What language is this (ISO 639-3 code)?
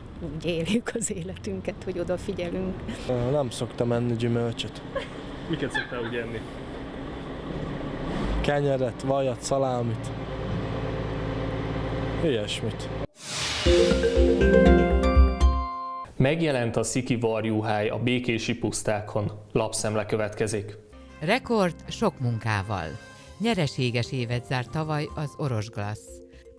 hun